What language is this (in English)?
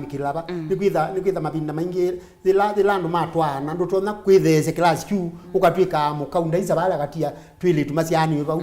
Kamba